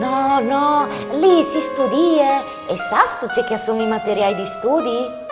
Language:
Friulian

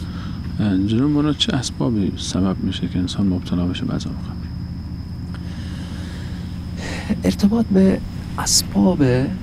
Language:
Persian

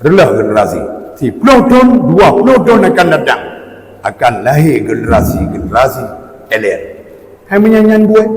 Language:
Achinese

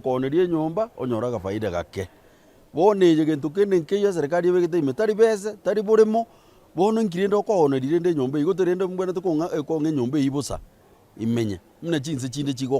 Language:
Gusii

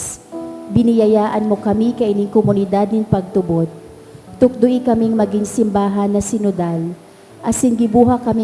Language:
Bikol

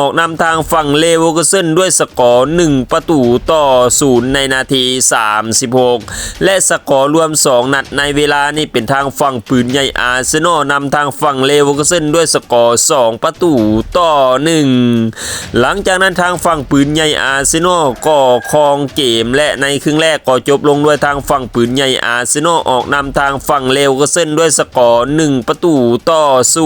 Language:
Lao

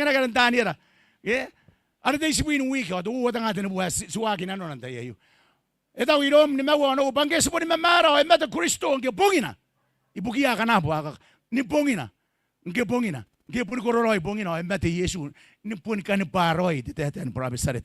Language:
Gilbertese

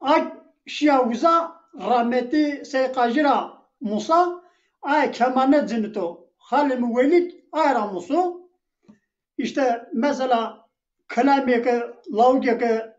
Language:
Zaza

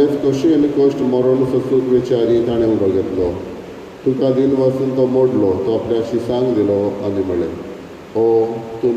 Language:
Konkani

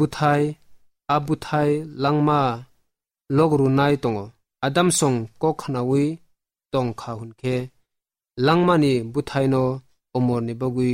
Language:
Kok Borok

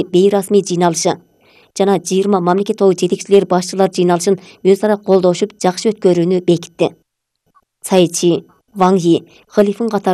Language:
Kyrgyz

